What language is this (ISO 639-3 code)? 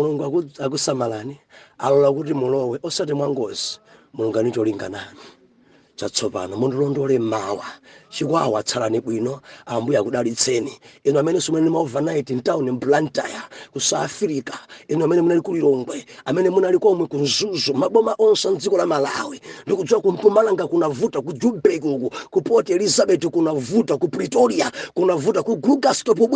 nya